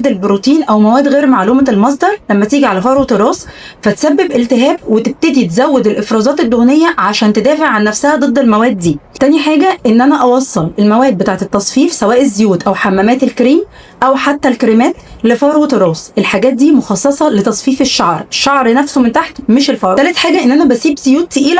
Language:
Egyptian Arabic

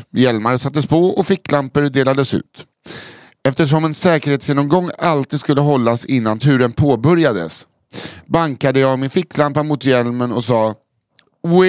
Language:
Swedish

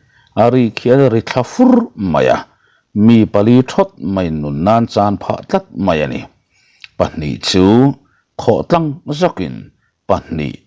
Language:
Mizo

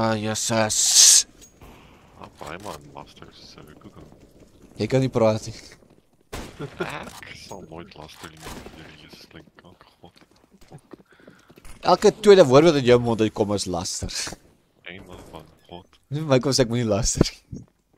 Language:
Afrikaans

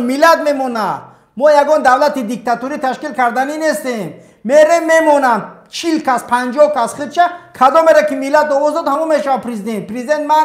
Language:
Tajik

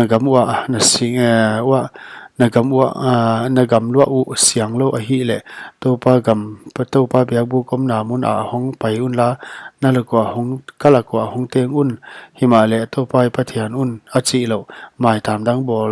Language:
Paite Chin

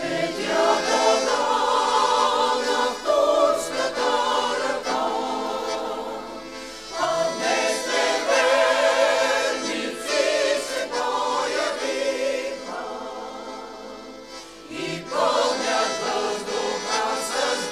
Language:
Bulgarian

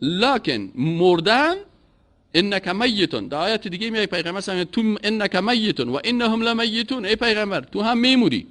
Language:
Persian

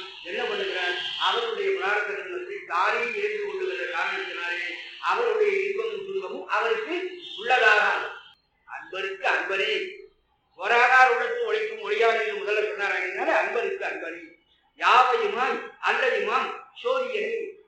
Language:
Tamil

